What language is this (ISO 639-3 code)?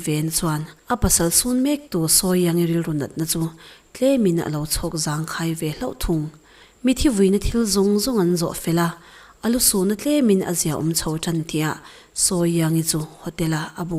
lus